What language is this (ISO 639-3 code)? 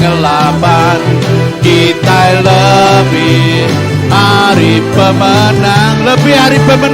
iba